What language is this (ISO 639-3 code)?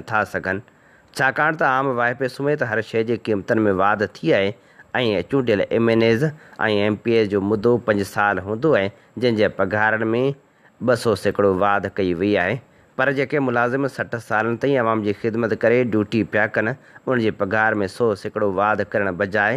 snd